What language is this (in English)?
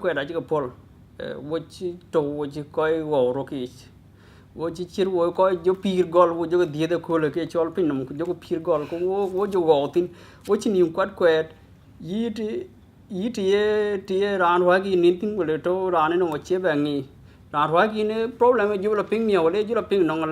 Dinka